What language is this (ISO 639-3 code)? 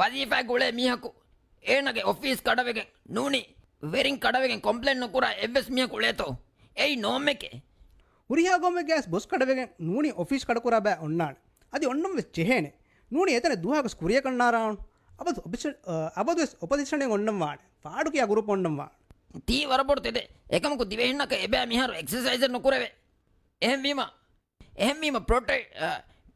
div